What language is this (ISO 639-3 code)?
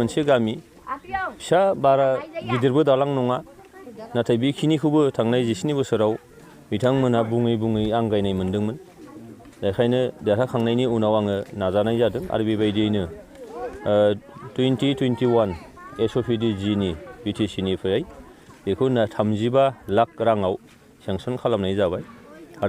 brx